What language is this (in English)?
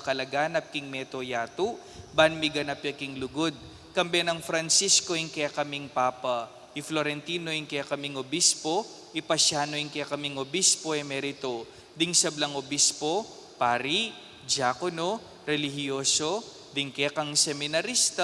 Pampanga